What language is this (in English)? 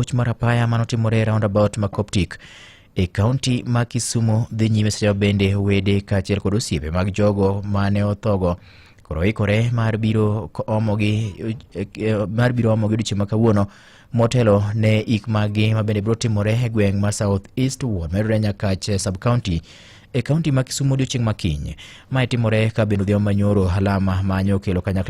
Luo (Kenya and Tanzania)